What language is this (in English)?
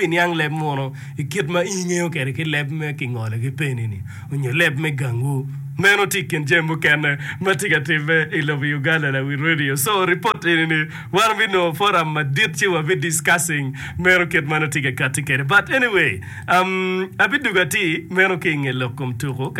Acoli